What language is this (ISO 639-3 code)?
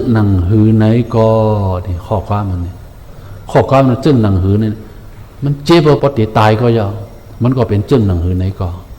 shn